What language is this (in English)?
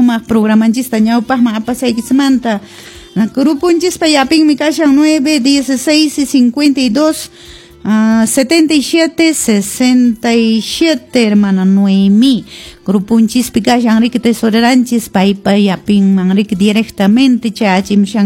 Quechua